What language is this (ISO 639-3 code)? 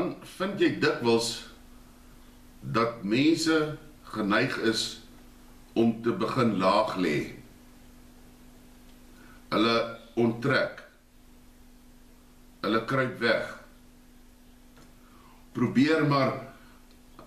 afr